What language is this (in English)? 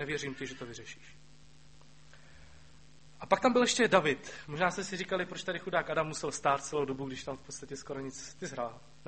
Czech